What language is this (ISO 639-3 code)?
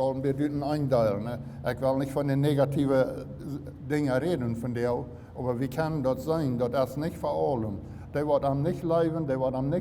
pdt